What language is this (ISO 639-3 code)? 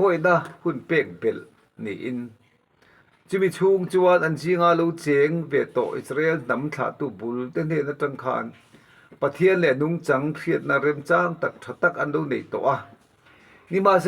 lus